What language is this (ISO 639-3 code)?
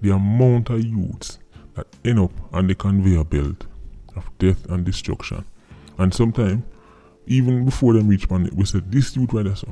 jam